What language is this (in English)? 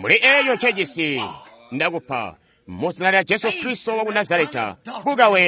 Tonga (Zambia)